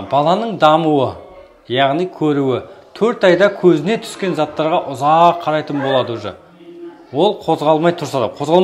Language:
Kazakh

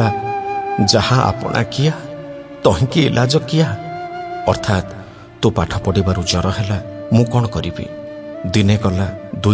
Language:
Odia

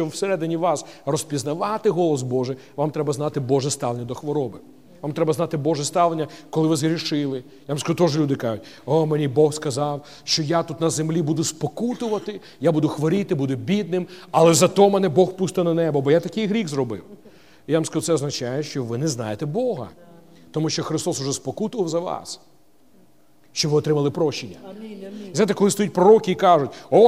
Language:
Ukrainian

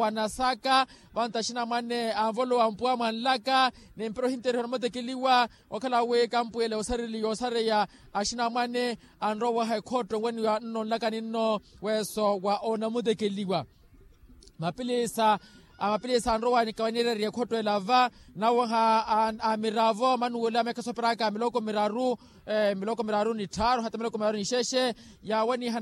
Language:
Makhuwa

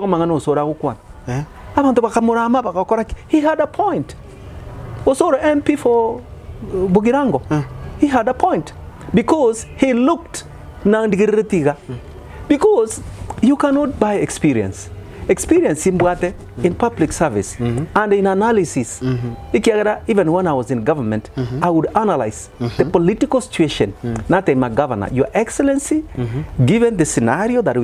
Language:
Gusii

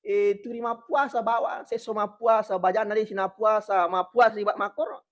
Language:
Buginese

